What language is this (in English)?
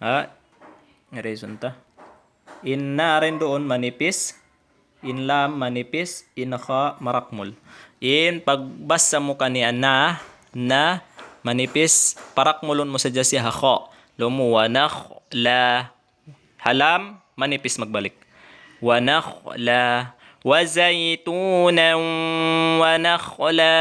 Tausug